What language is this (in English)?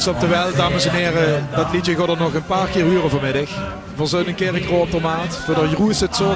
Limburgish